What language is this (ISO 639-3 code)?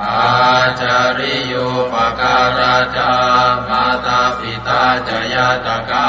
pli